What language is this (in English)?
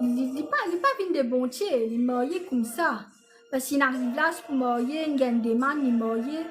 Morisyen